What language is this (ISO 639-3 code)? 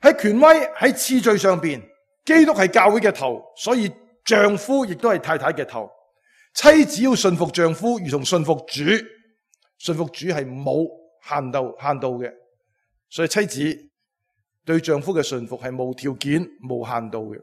yue